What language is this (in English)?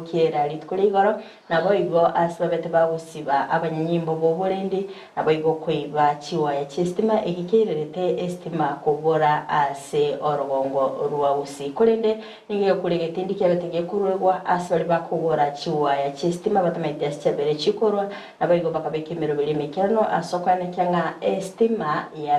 Gusii